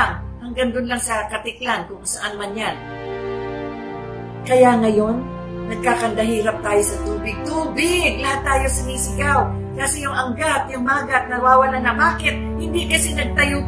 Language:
Filipino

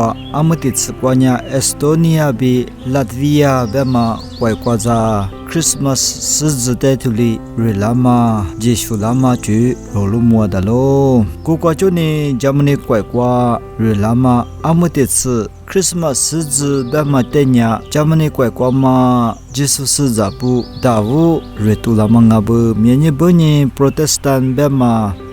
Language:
Lisu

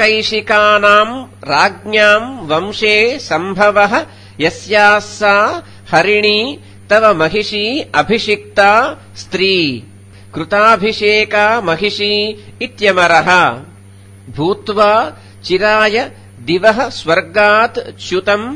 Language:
Sanskrit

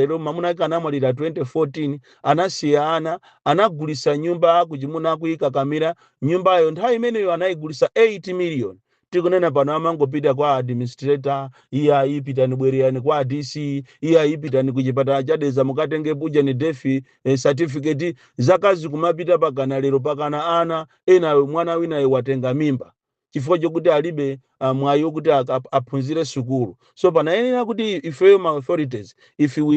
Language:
Nyanja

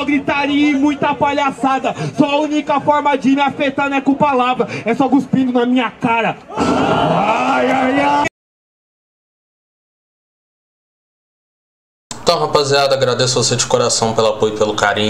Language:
Portuguese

